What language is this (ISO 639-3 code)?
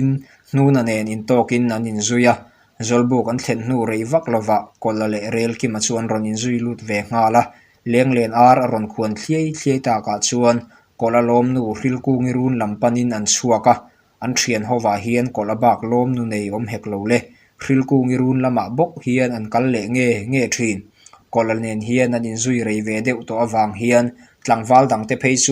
lus